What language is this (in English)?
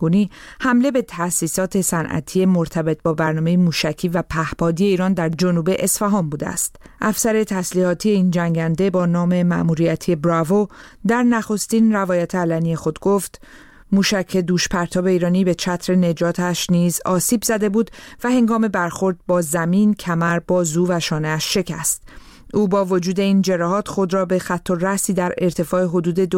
Persian